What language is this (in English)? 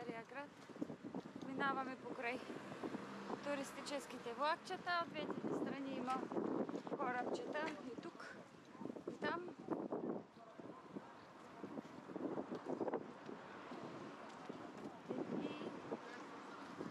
Bulgarian